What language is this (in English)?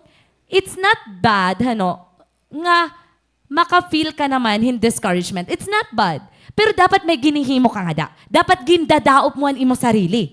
Waray